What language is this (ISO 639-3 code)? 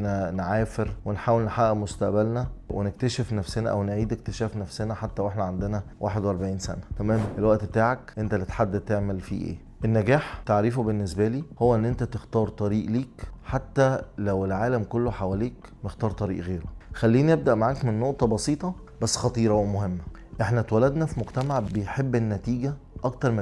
arz